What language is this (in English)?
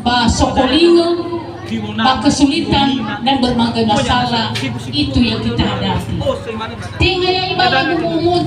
Nias